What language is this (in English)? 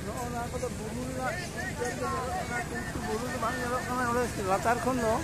Santali